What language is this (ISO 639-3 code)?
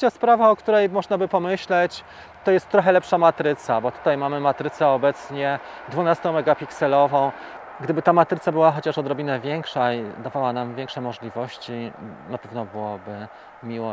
pol